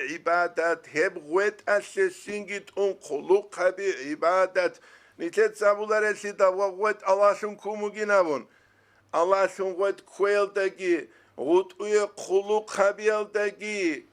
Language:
Avaric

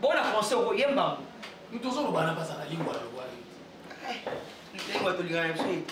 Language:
Lingala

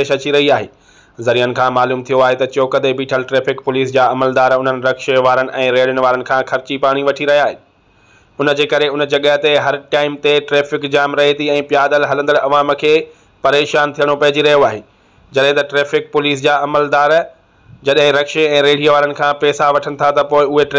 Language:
Sindhi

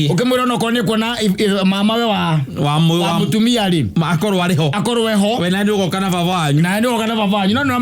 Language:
Kikuyu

